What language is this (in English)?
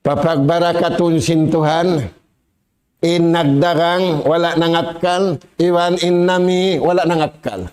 Tausug